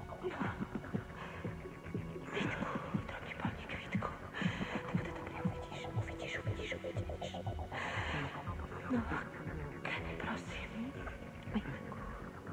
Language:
Czech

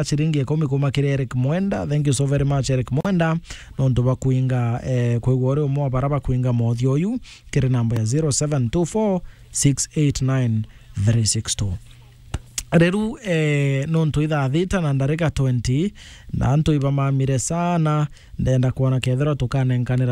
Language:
Meru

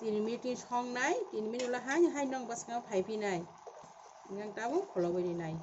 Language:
Kok Borok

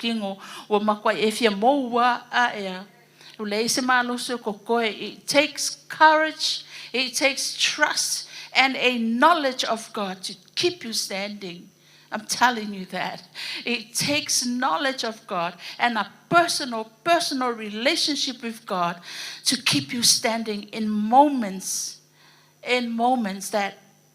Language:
Samoan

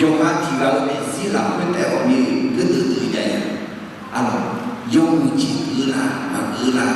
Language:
Akha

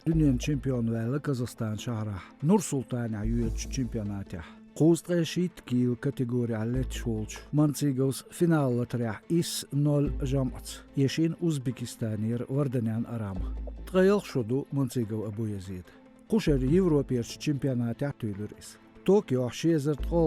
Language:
Chechen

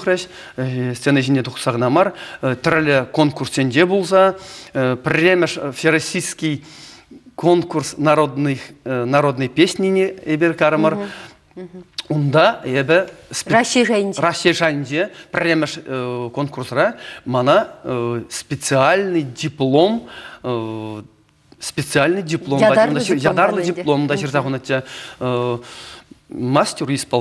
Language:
Chuvash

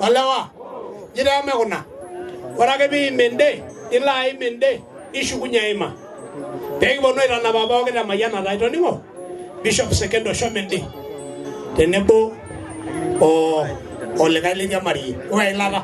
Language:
Masai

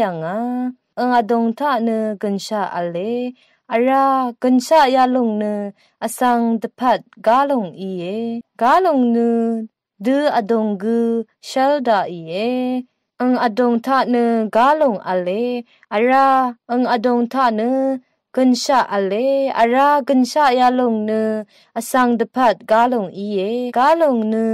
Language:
Rawang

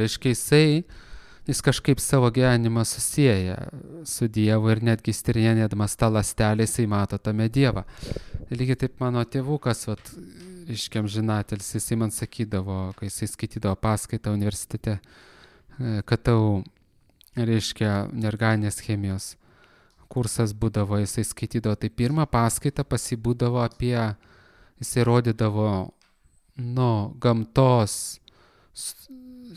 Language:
Lithuanian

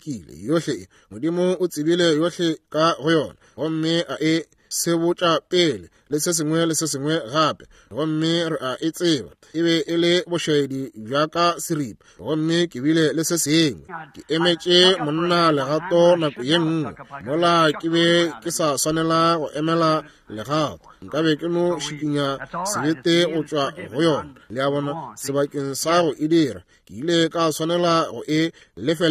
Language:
Northern Sotho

